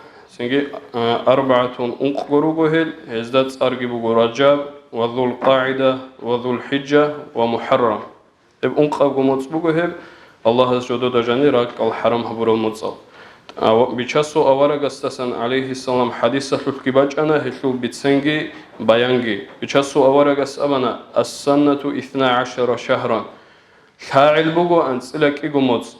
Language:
Avaric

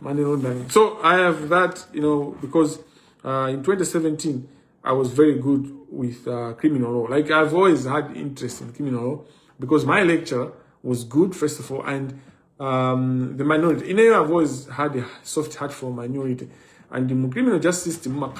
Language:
Nyanja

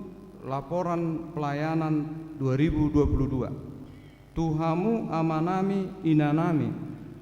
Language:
Batak Toba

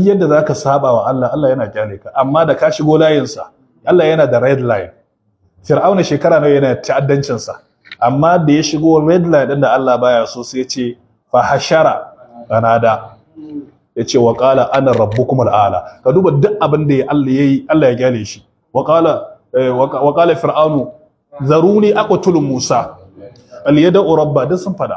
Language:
Hausa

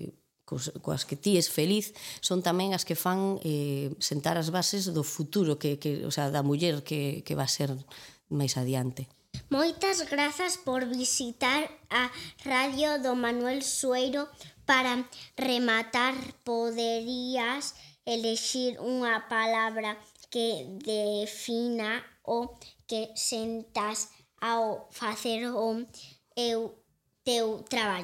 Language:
Galician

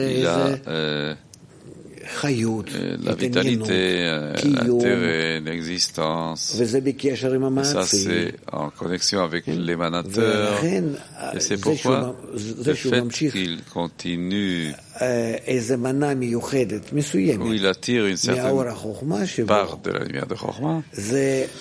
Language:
French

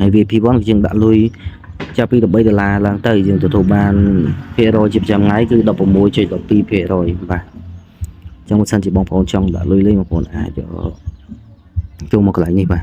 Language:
Khmer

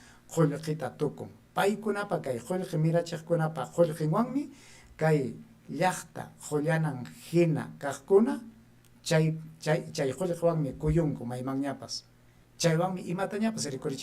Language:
Ayacucho Quechua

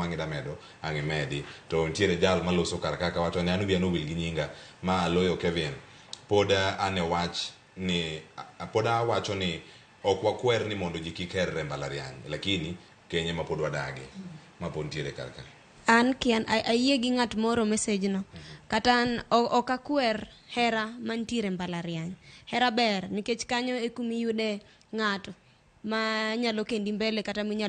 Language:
Luo (Kenya and Tanzania)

